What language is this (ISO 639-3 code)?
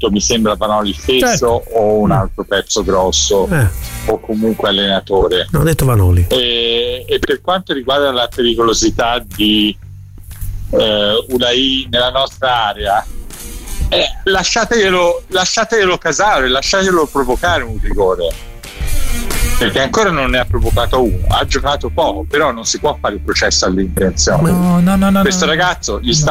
ita